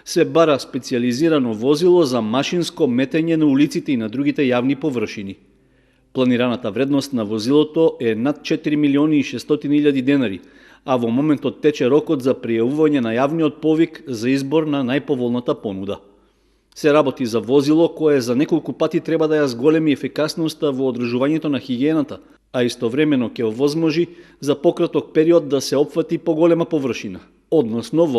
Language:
Macedonian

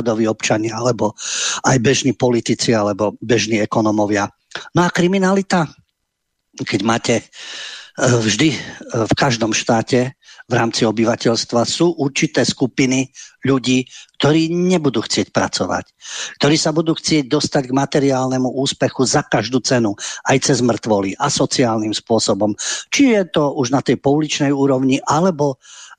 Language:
Slovak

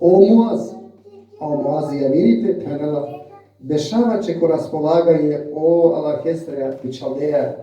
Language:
Balkan Romani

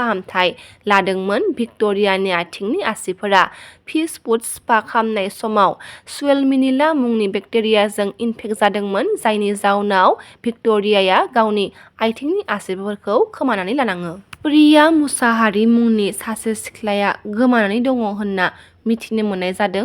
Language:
Bodo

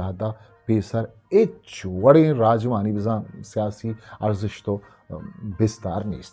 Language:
Eastern Balochi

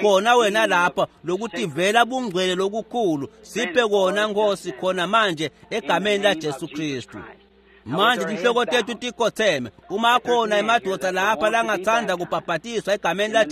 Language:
Swati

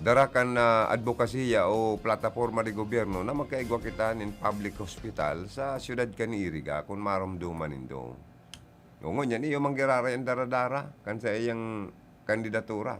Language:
Bikol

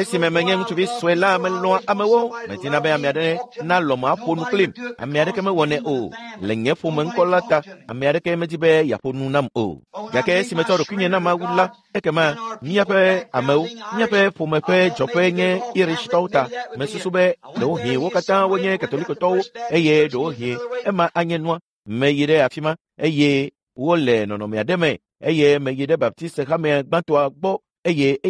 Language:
Ewe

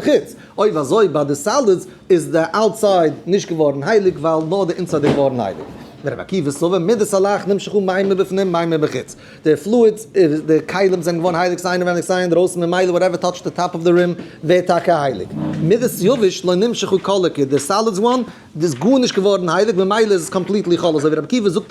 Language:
Yiddish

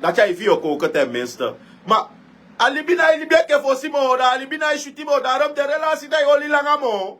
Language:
Sranan Tongo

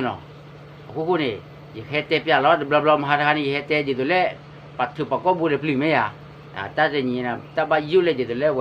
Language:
S'gaw Karen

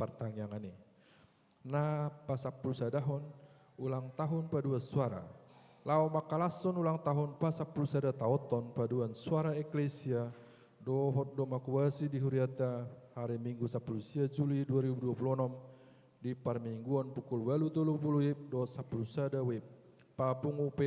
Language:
Batak Toba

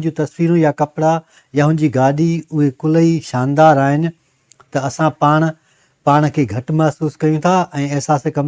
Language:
Sindhi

